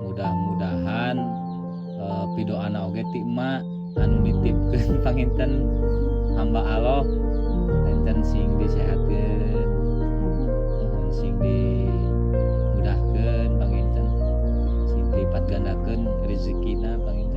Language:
Sundanese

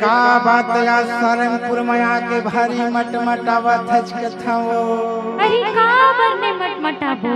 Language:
Chhattisgarhi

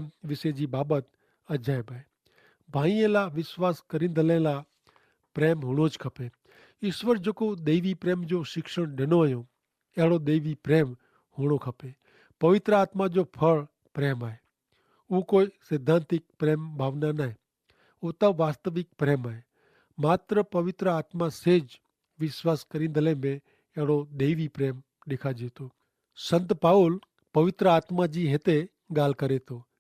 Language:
Kachhi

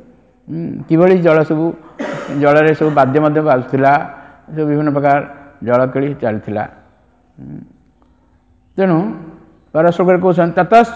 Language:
Odia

